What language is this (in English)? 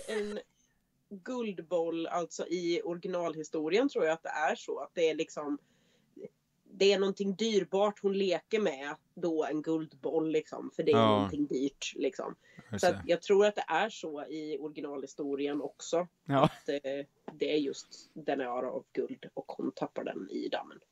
Swedish